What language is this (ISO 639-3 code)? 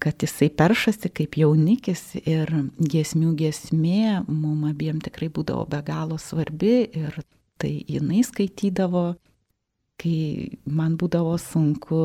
lit